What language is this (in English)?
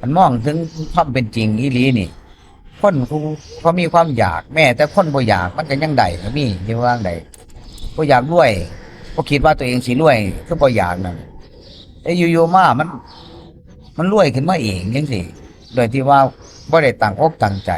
Northeastern Thai